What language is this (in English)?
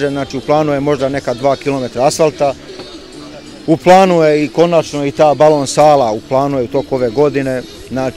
Serbian